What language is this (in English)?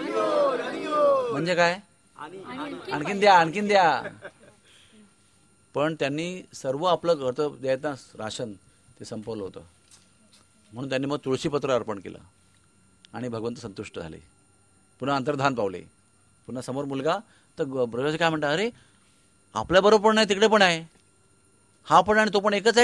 Marathi